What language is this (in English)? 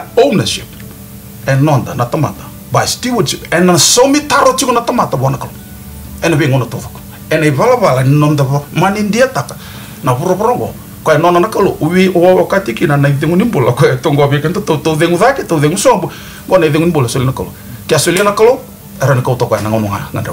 Fijian